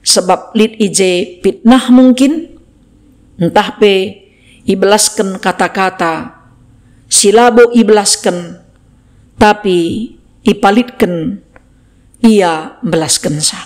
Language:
Batak Karo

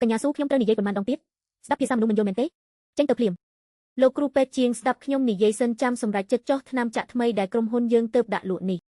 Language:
Khmer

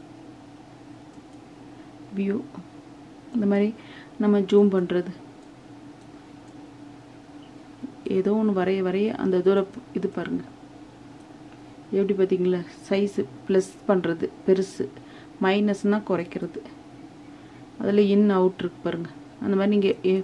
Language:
Tamil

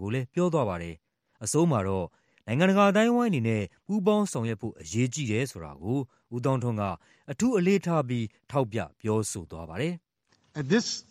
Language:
Burmese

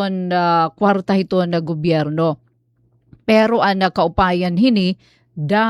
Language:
Waray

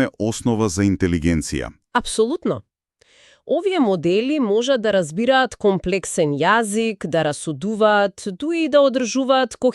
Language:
Macedonian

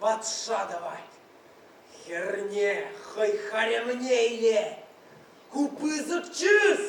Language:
Chuvash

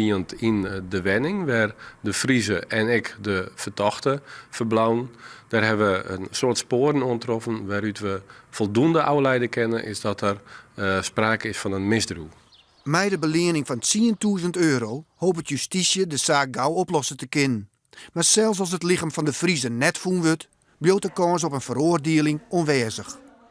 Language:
Western Frisian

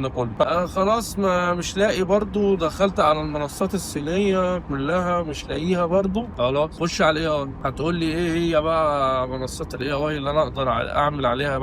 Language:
Egyptian Arabic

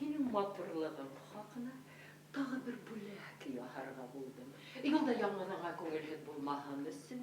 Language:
Bashkir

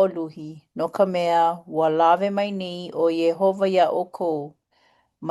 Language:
Hawaiian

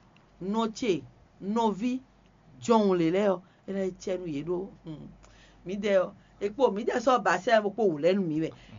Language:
Fon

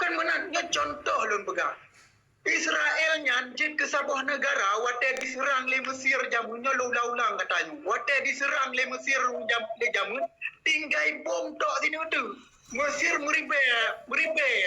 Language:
Achinese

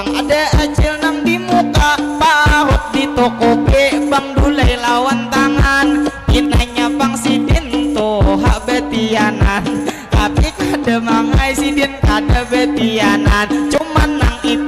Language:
Banjar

